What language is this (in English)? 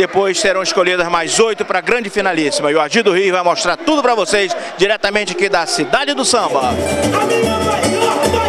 Portuguese